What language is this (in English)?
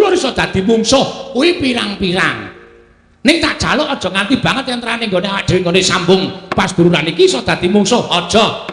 Javanese